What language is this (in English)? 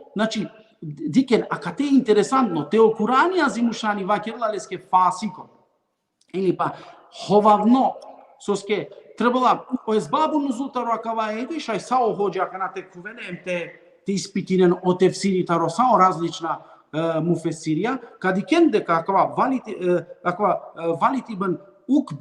Balkan Romani